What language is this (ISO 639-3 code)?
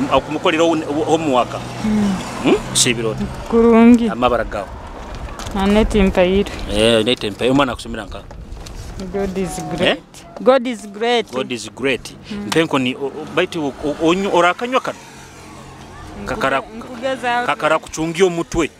nyo